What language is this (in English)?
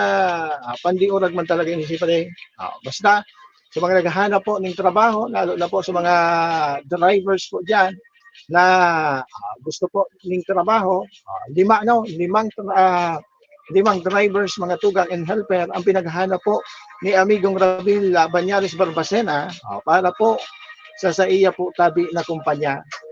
Bikol